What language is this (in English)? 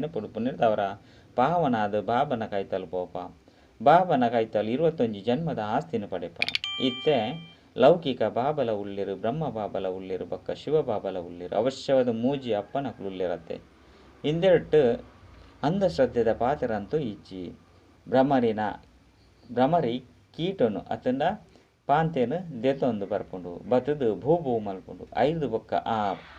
Tulu